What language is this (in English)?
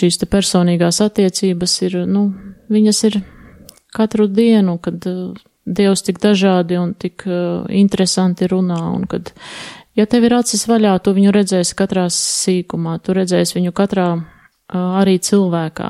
Latvian